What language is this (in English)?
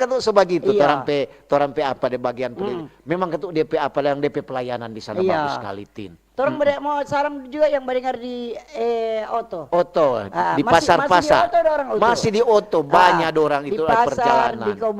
Manado Malay